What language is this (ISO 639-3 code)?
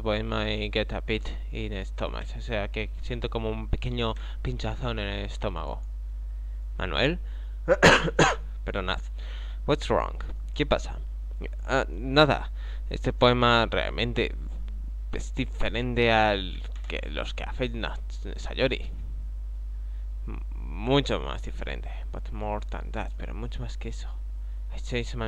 spa